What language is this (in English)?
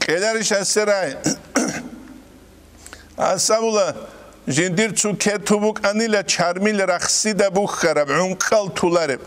Avaric